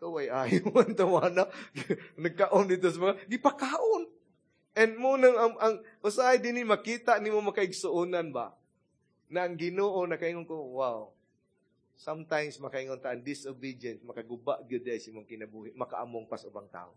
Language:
Cebuano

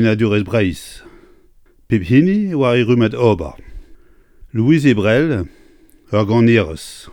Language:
Breton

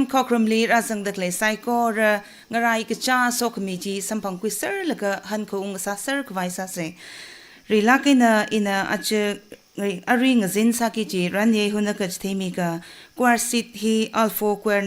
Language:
Tangkhul Naga (India)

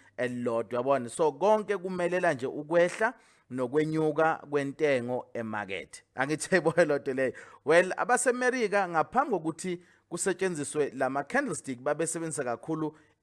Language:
Zulu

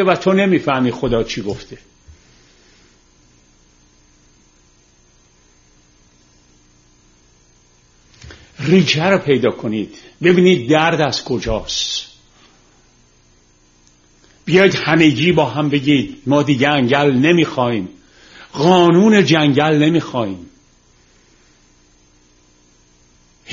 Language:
Persian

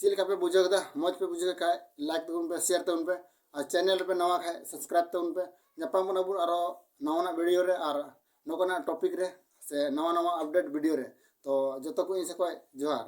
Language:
Santali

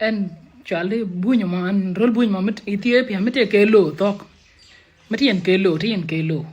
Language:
Nuer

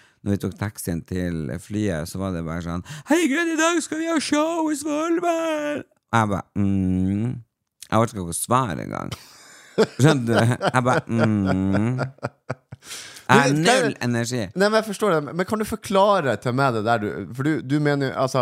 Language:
Norwegian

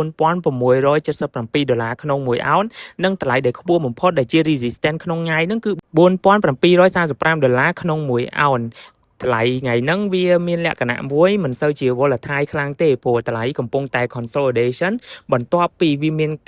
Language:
Khmer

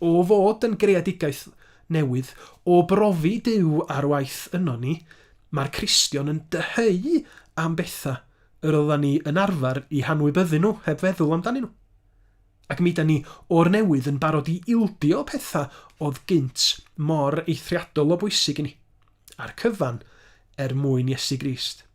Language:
Welsh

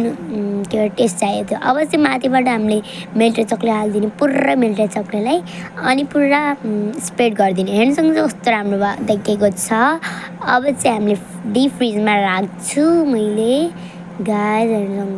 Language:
Nepali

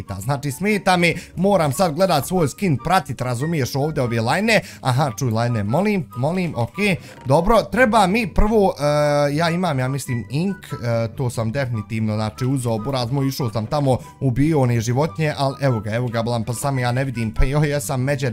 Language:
Bosnian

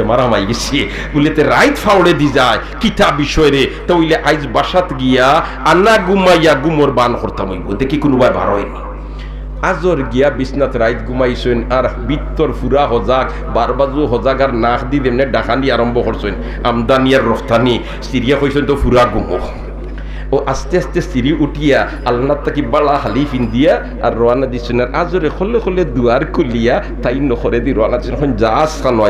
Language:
Sylheti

